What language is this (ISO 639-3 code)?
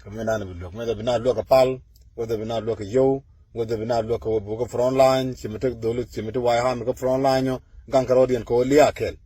nus